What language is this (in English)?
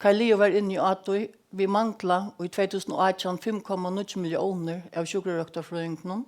Faroese